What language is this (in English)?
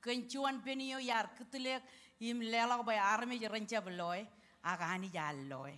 Marshallese